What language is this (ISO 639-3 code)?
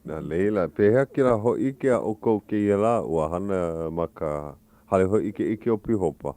haw